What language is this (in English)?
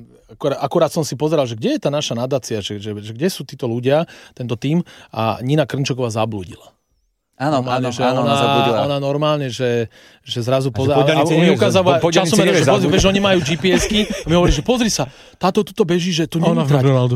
Slovak